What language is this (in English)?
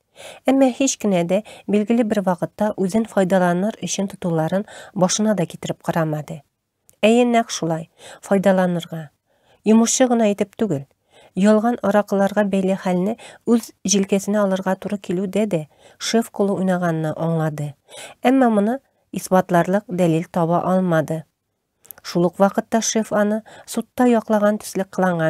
Tatar